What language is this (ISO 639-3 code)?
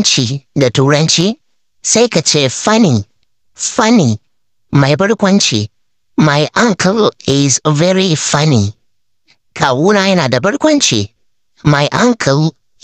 hau